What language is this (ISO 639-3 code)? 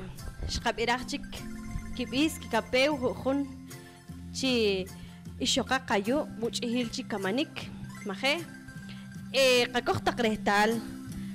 poh